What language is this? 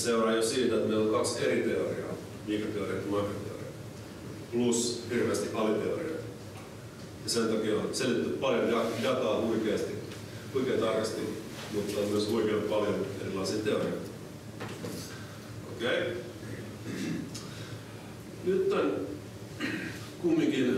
Finnish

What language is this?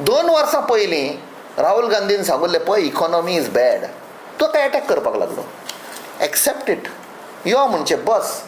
Konkani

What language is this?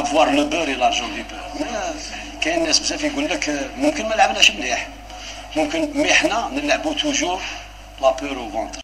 Algerian Arabic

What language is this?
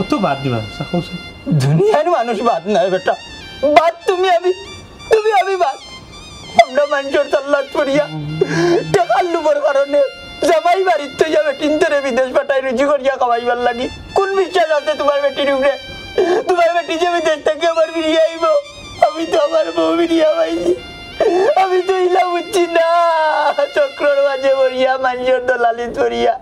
Sylheti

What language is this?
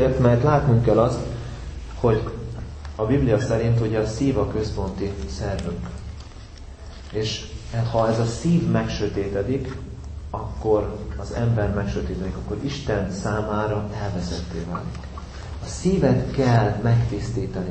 Hungarian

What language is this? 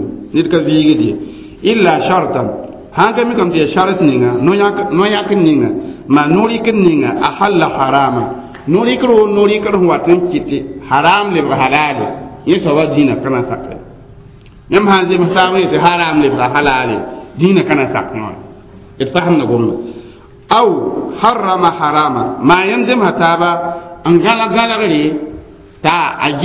Mossi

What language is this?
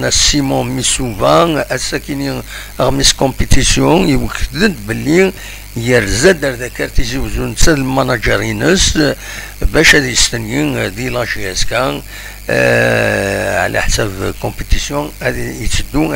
Algerian Arabic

